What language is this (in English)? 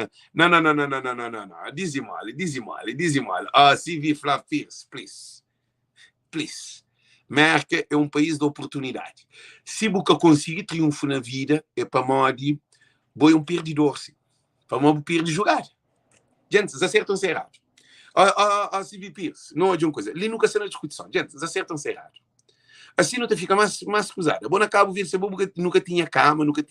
Kabuverdianu